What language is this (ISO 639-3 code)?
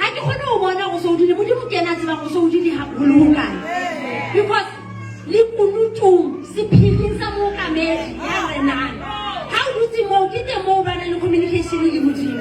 sot